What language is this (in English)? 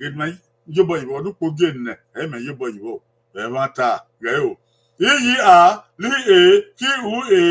Bini